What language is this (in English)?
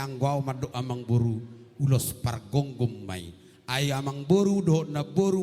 Batak Toba